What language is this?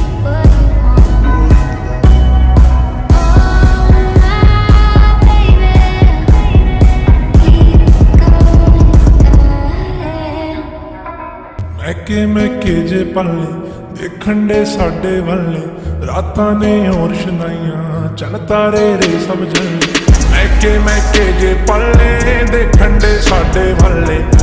Punjabi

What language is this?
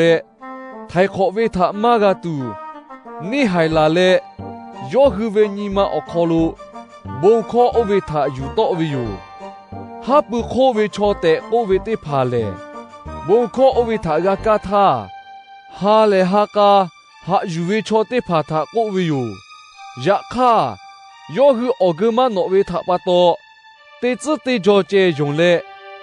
Lahu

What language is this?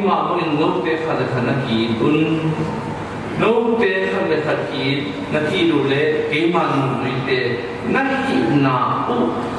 Tedim Chin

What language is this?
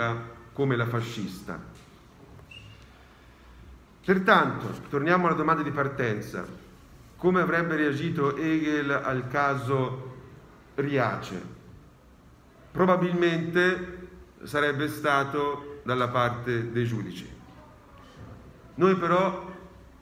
Italian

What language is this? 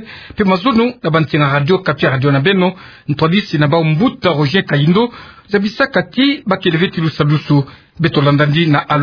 Kituba (Democratic Republic of Congo)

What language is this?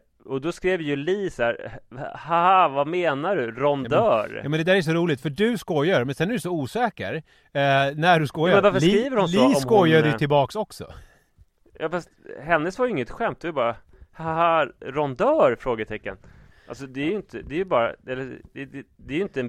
Swedish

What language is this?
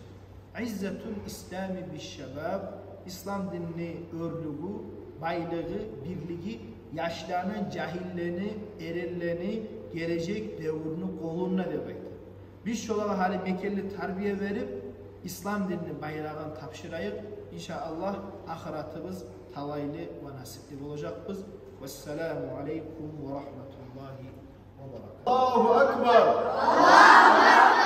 Kumyk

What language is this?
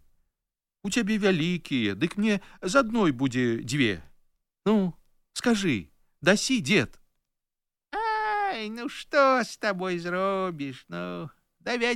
Belarusian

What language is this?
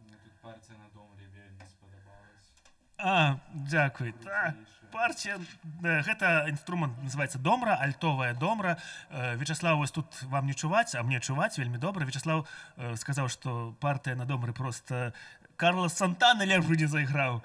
Belarusian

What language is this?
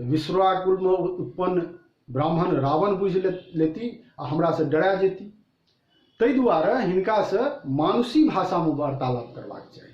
Maithili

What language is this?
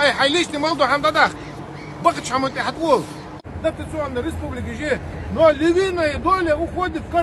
Ingush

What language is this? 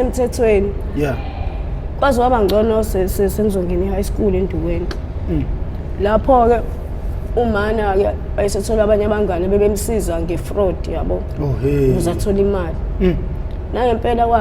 Zulu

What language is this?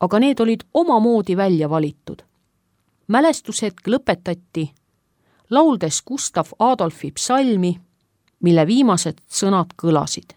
Estonian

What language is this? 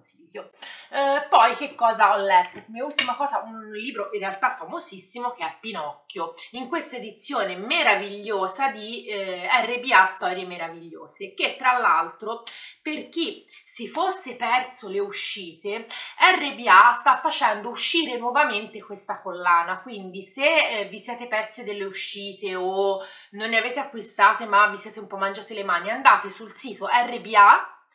Italian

